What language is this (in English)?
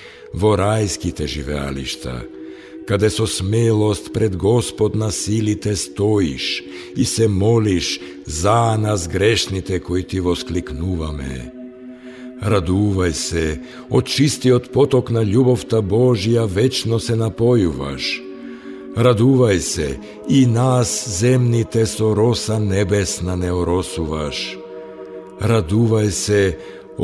Macedonian